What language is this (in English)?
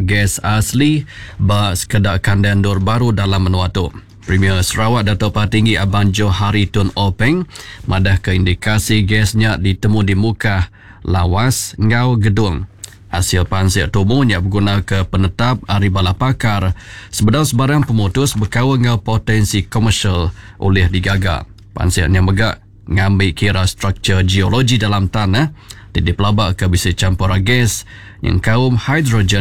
Iban